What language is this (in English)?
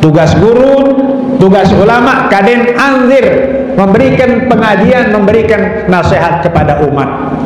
Sasak